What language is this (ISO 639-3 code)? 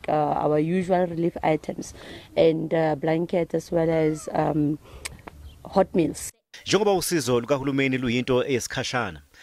zul